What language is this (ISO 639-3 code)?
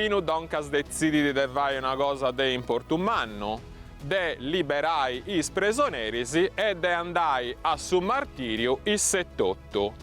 srd